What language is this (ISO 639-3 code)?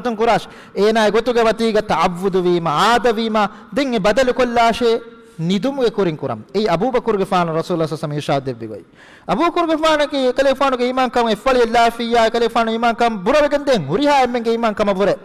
div